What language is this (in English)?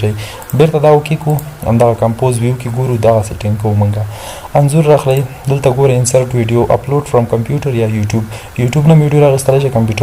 Pashto